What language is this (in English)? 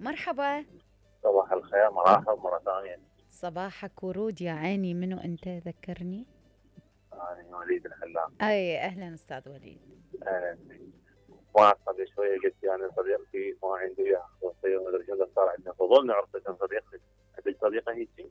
Mesopotamian Arabic